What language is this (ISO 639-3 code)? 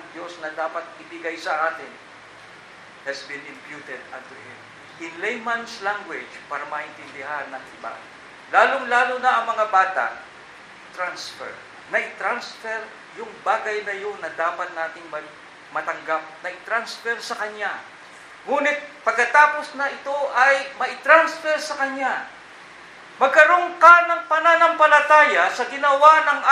fil